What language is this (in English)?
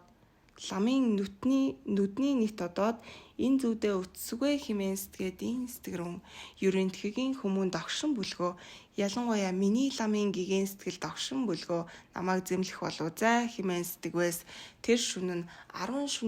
Mongolian